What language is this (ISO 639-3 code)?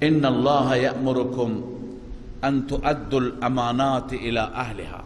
fas